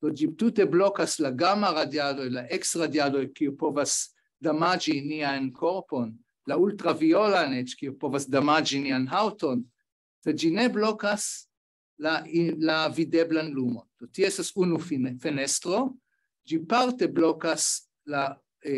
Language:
Esperanto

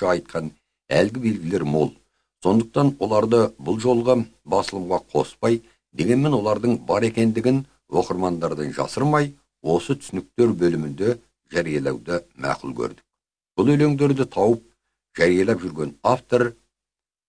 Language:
Kazakh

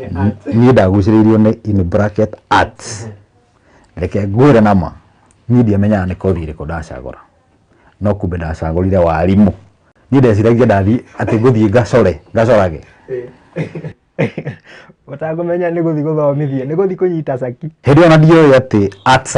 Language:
Kikuyu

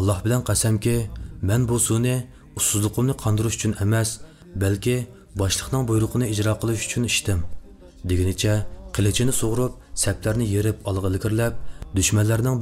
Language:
Uyghur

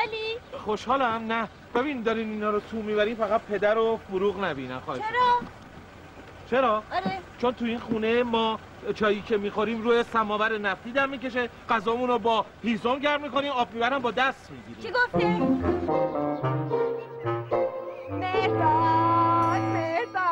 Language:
Persian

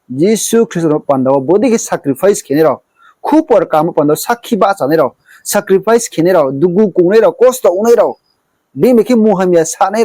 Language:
Riang (India)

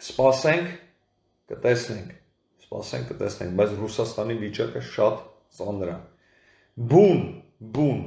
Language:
Armenian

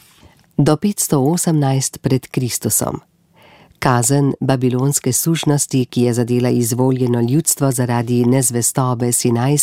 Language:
Slovenian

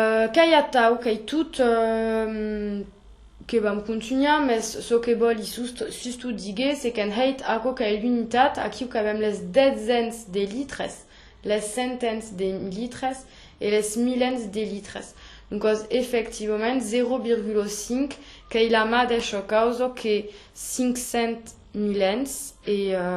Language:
Occitan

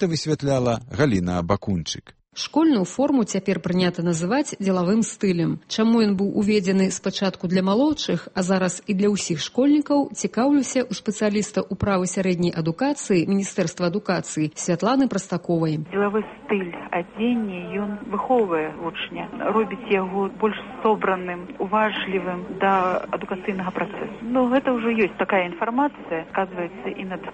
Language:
Belarusian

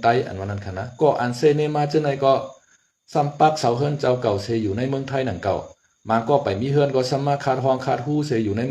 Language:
Shan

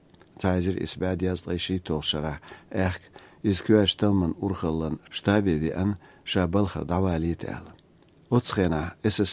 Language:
Chechen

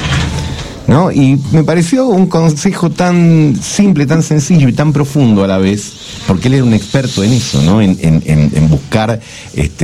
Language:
Spanish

